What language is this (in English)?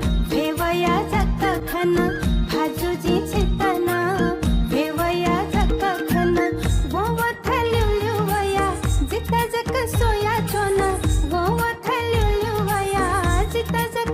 Newari